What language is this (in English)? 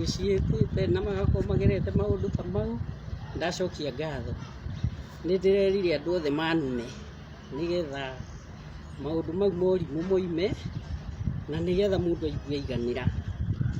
Kikuyu